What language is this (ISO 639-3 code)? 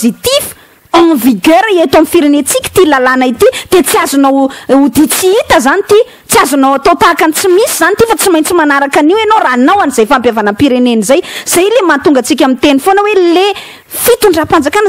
mlg